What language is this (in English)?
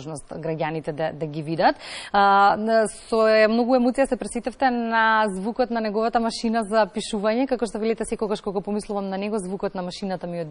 Macedonian